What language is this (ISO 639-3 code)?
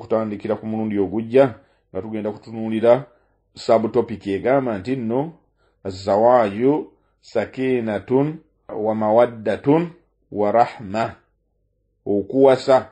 lug